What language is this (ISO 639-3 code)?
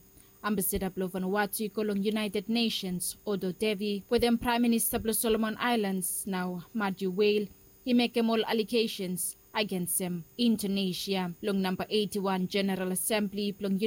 bis